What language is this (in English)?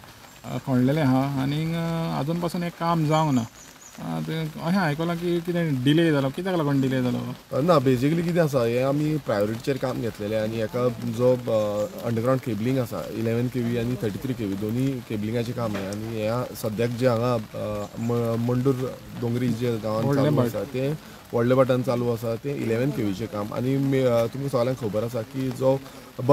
Konkani